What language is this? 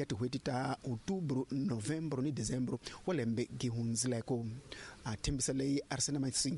Tsonga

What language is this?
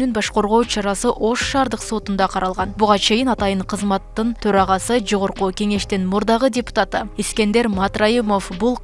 Kyrgyz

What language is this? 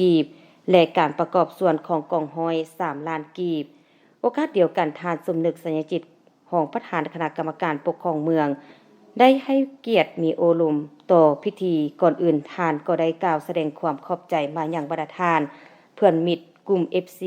Lao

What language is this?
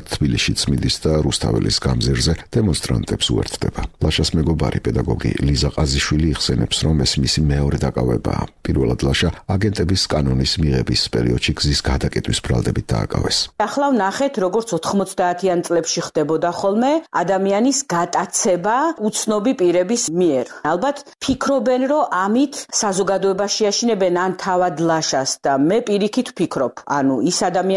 Georgian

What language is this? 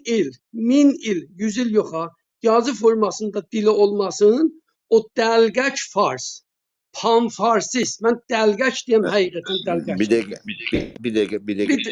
South Azerbaijani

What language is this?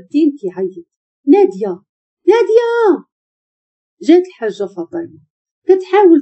Moroccan Arabic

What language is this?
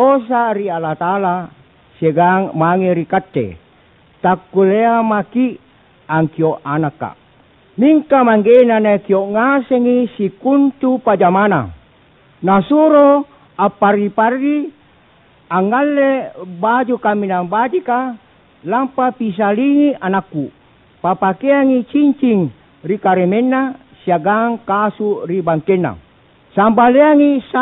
Makasar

